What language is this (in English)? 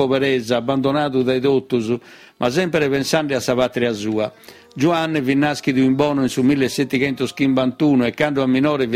Sardinian